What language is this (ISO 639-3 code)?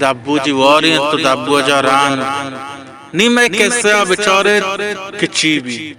bal